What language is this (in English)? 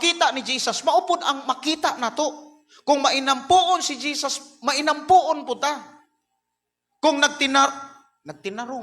Cebuano